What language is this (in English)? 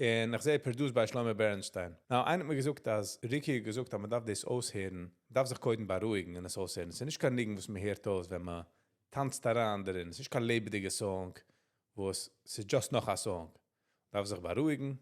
Yiddish